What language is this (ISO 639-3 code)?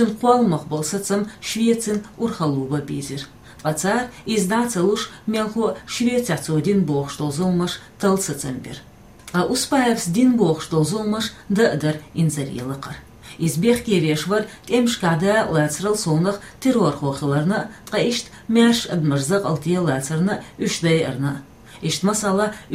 che